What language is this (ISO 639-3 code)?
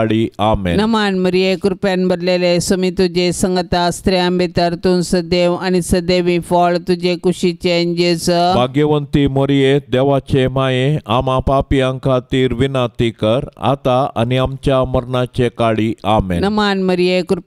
kok